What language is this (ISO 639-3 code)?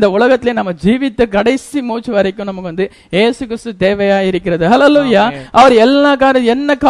tam